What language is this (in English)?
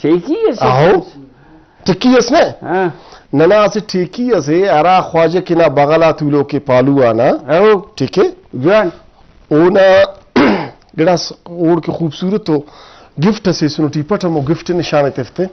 Brahui